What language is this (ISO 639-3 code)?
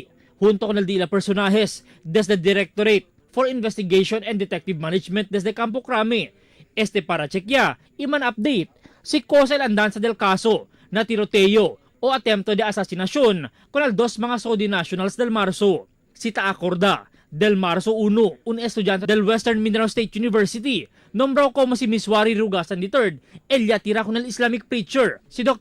cbk